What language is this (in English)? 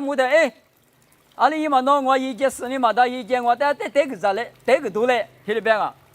Lisu